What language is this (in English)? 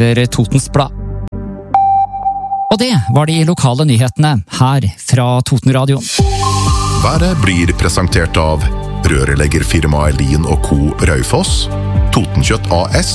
Norwegian